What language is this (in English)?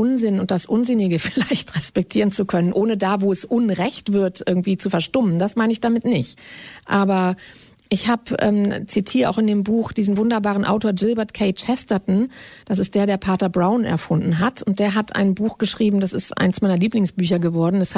German